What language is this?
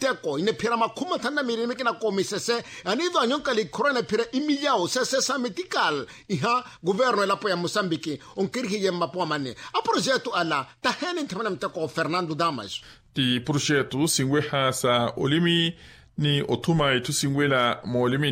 Makhuwa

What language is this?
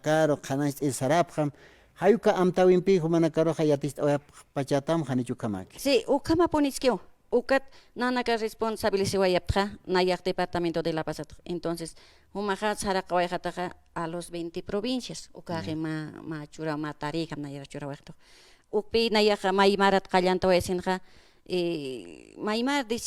Aymara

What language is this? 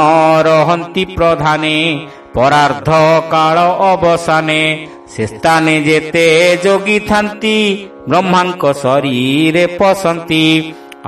Odia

